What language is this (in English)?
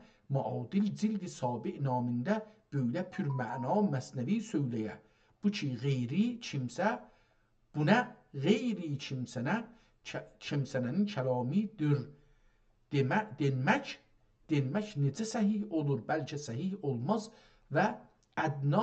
South Azerbaijani